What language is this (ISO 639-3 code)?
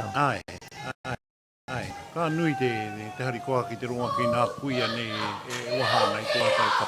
mri